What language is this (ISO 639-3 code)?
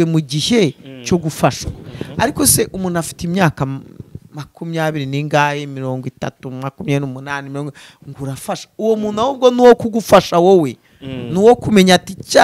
kin